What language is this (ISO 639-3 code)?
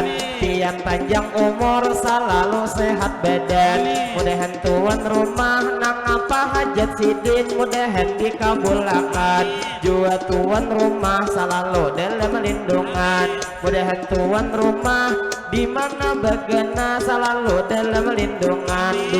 bjn